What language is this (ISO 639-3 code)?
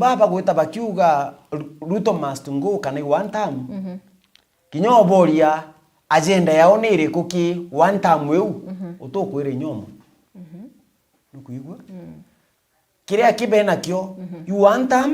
mer